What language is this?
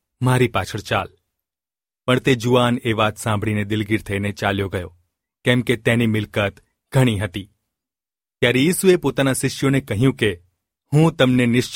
Gujarati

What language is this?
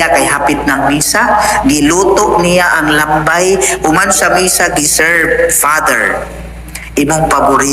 Cebuano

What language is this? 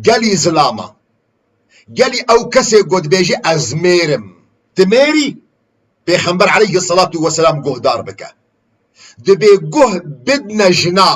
Kurdish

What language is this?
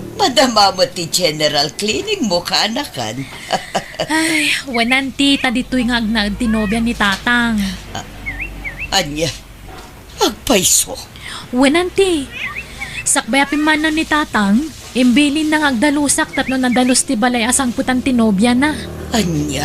Iloko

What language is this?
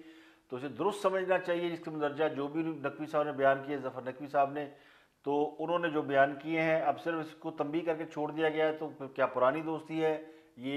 Urdu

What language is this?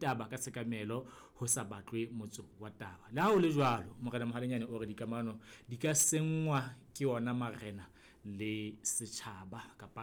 Southern Sotho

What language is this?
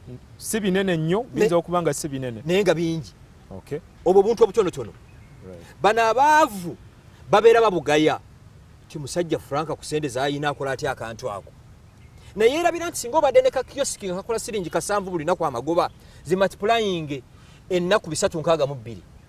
Ganda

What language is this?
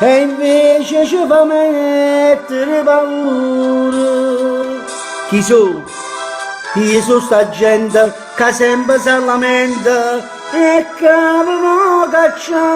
Neapolitan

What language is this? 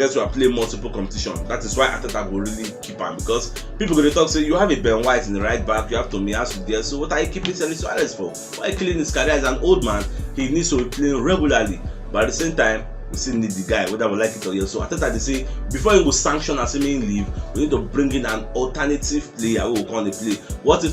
Nigerian Pidgin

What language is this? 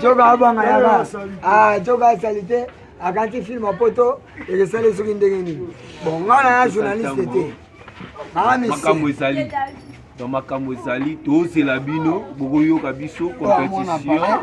Lingala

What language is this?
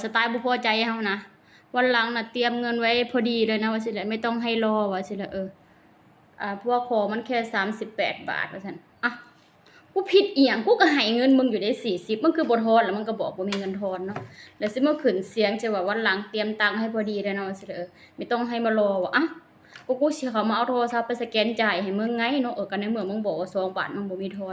Northeastern Thai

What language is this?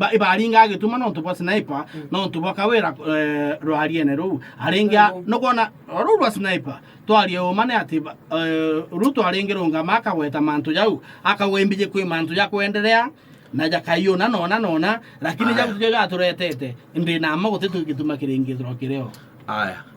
Meru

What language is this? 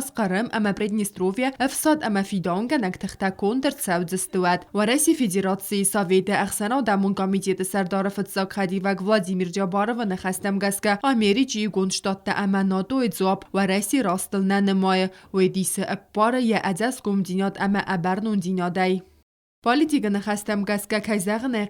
Ossetic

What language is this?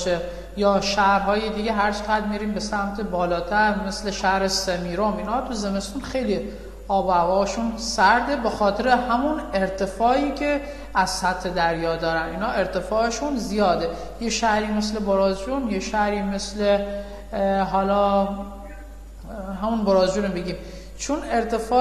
Persian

